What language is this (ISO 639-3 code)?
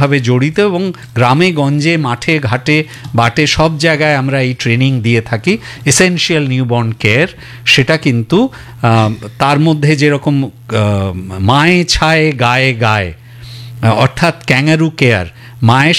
ben